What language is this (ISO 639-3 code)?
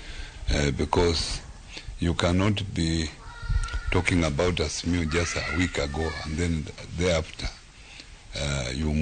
luo